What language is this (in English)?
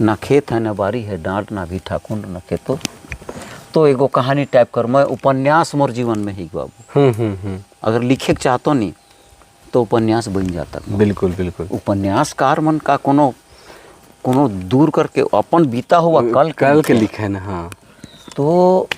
Sadri